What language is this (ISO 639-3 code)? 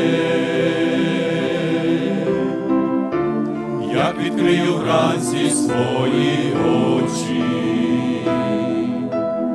ukr